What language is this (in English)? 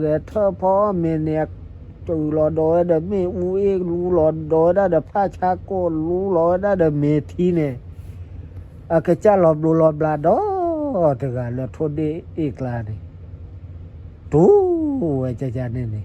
S'gaw Karen